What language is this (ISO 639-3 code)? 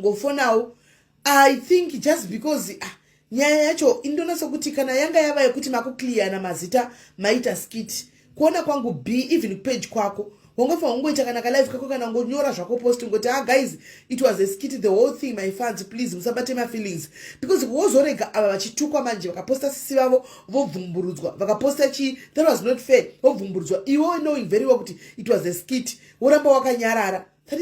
sna